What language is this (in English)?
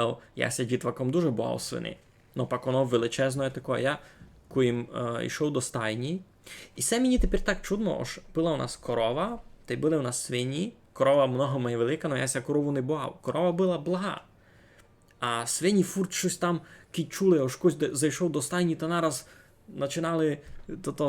Rusyn